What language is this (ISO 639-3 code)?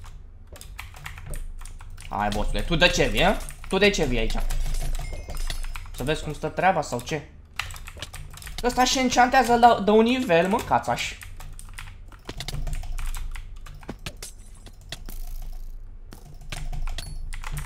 ron